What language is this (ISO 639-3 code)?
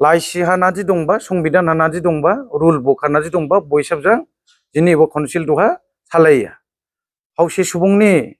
dis